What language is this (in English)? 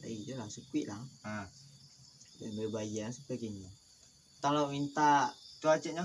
Minangkabau